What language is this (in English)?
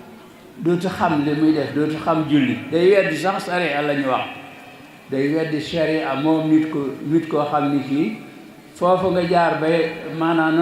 Wolof